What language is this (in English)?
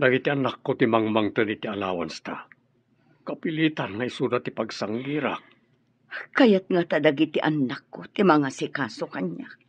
Iloko